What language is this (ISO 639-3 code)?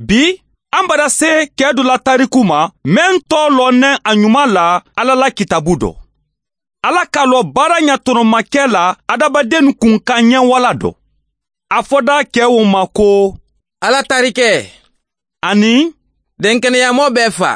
bam